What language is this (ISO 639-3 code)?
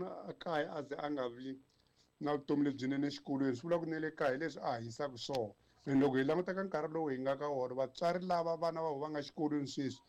tso